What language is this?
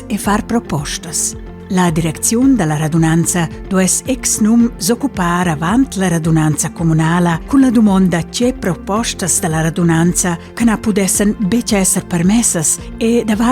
Romansh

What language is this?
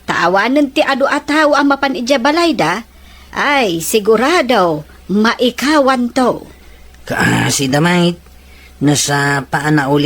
Iloko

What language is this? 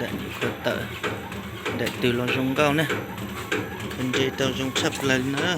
Hmong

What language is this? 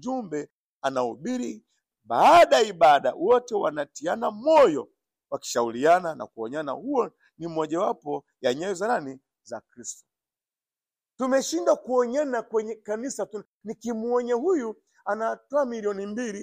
Swahili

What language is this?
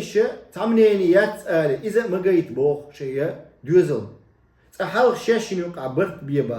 Chechen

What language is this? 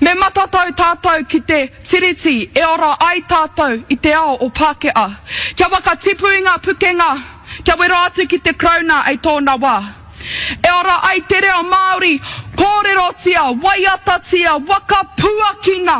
Māori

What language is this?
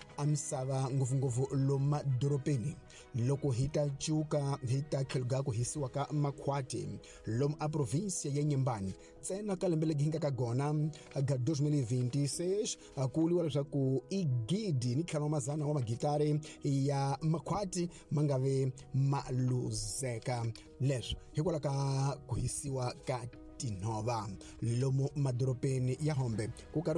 Tsonga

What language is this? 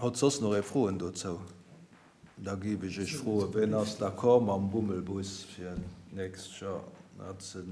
Luxembourgish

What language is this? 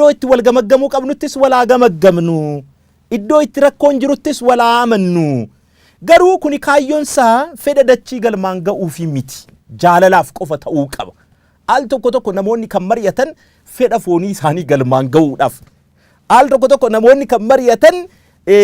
Oromo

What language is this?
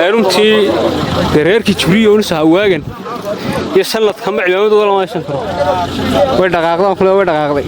Somali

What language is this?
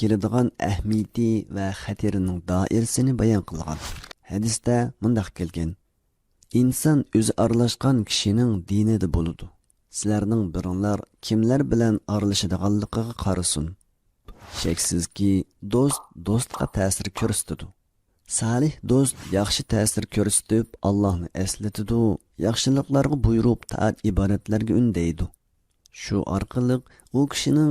Uyghur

